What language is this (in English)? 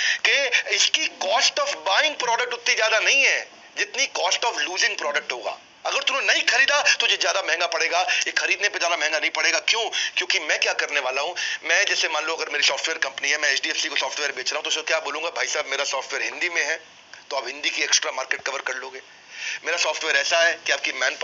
Hindi